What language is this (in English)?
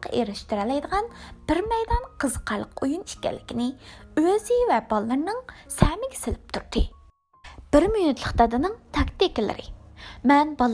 Uyghur